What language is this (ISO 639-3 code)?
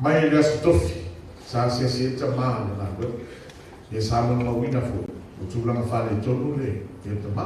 smo